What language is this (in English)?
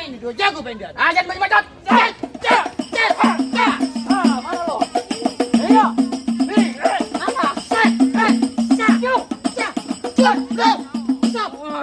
Betawi